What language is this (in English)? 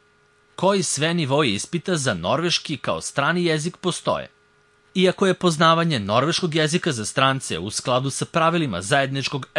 Serbian